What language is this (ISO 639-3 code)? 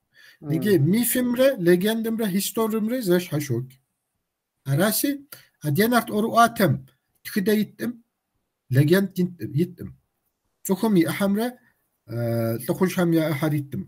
kbd